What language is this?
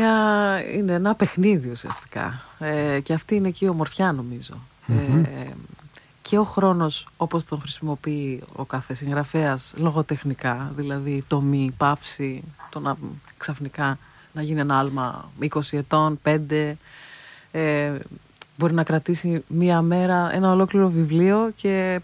Greek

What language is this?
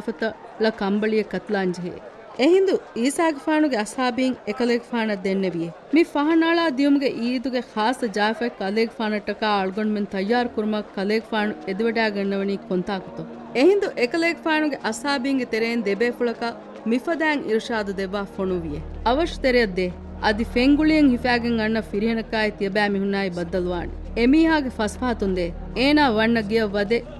Divehi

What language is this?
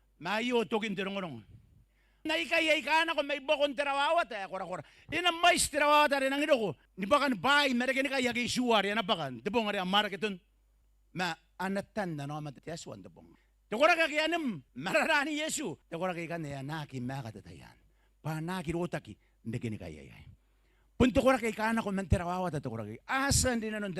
Gilbertese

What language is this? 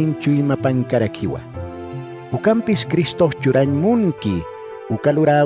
Aymara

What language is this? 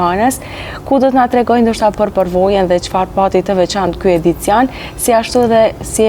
Albanian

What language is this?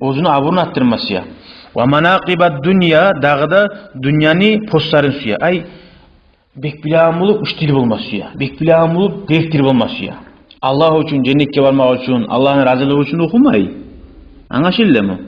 Kumyk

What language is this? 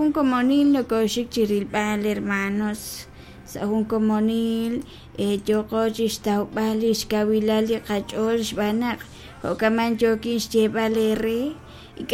Kekchí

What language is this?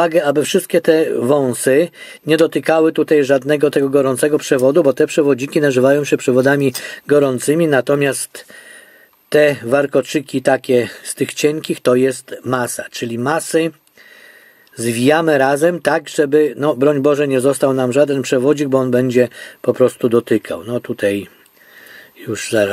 Polish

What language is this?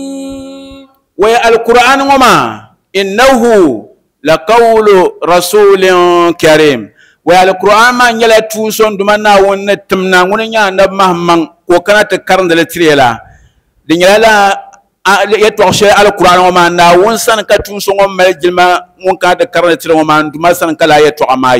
Dagbani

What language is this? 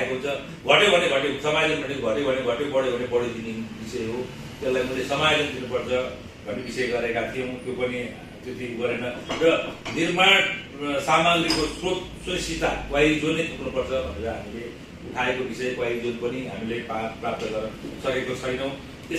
Nepali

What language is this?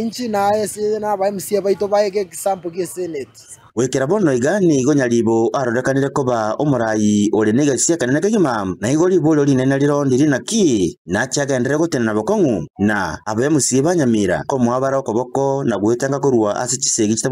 Gusii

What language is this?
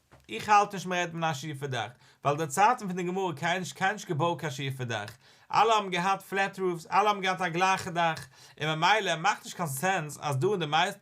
Yiddish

